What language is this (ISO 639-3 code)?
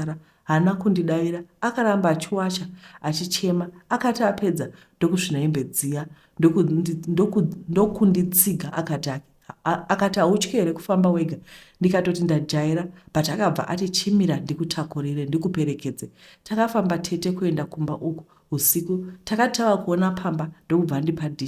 sna